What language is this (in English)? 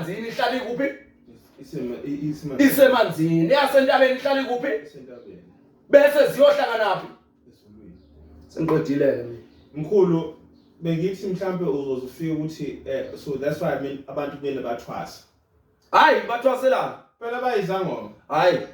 Zulu